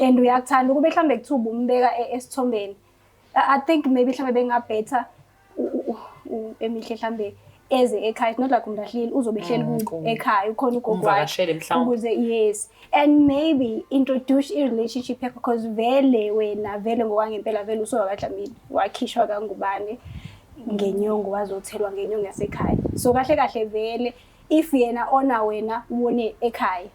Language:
Zulu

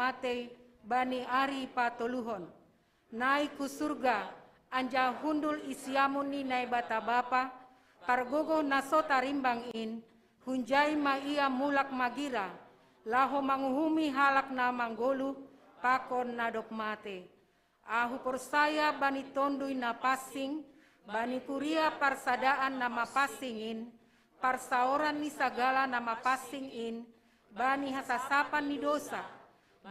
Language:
Batak Simalungun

